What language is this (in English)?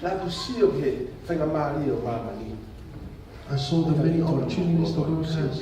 Tongan